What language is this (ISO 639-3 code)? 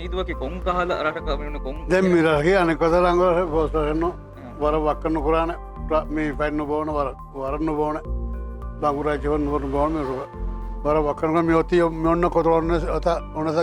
div